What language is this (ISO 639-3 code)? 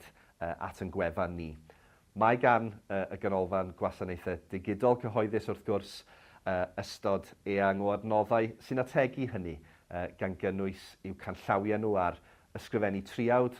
cym